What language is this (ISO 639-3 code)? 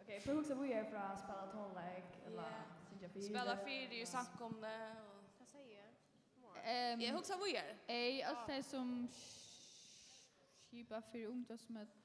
fao